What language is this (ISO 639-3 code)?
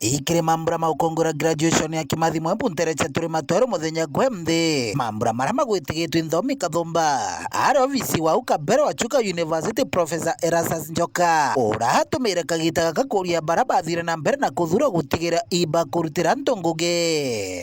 mer